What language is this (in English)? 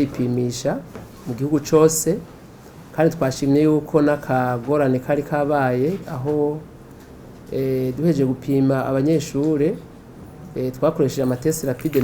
Rundi